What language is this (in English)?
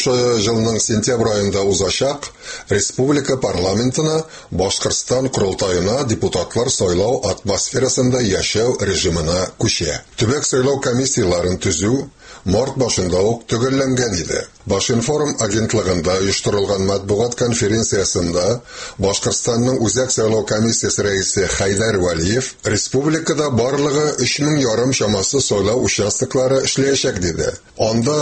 Tatar